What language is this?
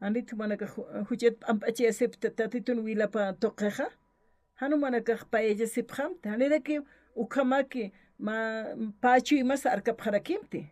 Aymara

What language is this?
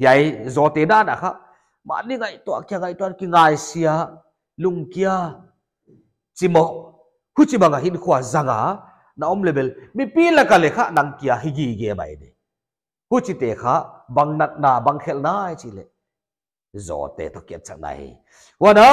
Paite Chin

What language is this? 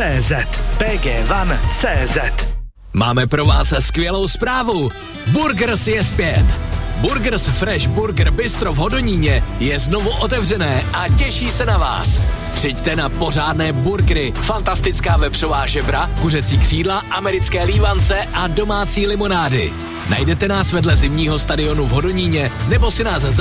Czech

